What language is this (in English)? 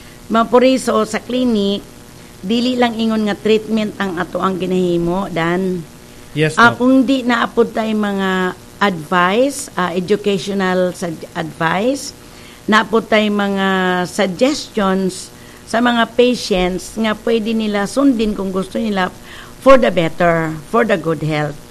Cebuano